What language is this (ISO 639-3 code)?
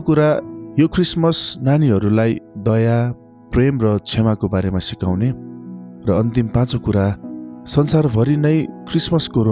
nep